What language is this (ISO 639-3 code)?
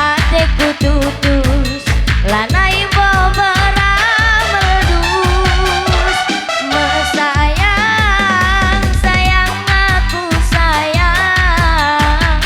btx